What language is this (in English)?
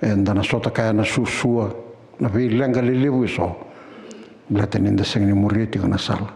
Fijian